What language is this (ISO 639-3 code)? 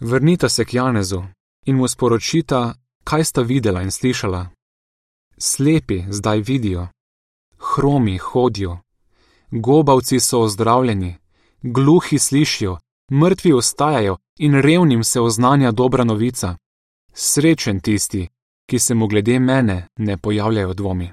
slv